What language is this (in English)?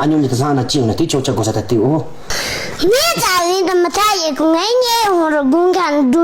Tibetan